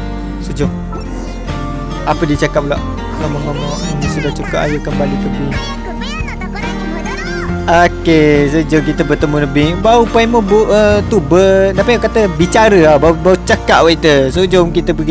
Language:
Malay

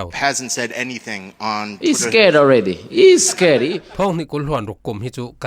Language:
Falam Chin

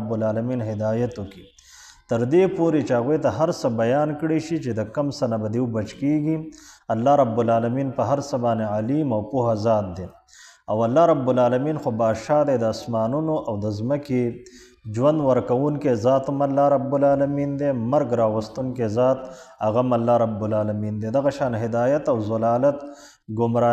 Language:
Pashto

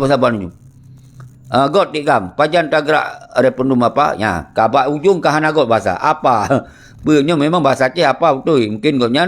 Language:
Achinese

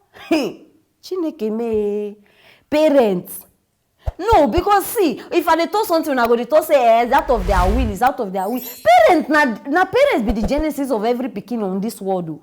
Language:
Nigerian Pidgin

